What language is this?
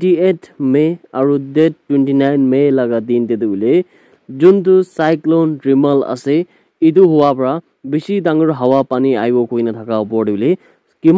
Naga Pidgin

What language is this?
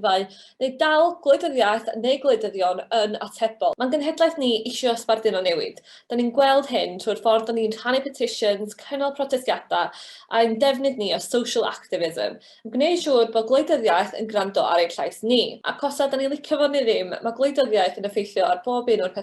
Welsh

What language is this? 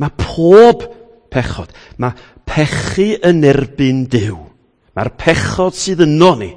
Welsh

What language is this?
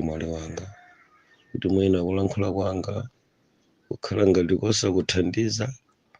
Nyanja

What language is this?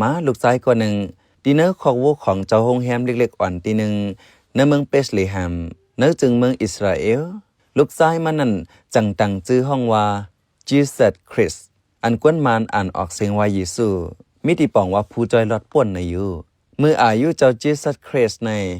Shan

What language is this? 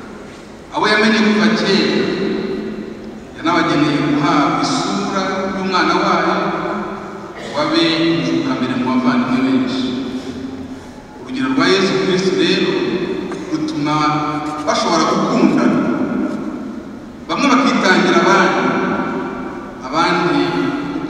Kinyarwanda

